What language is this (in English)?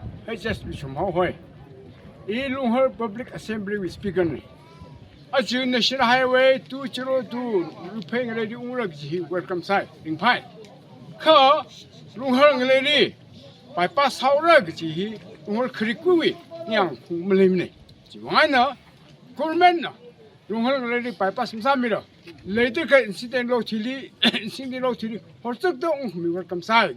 Tangkhul Naga (India)